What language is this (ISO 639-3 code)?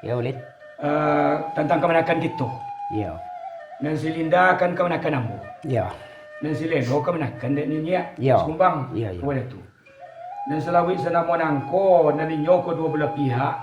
min